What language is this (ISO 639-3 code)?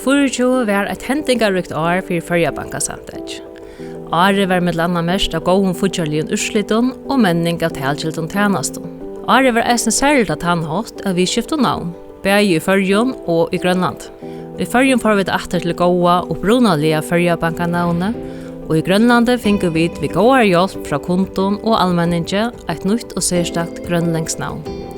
fao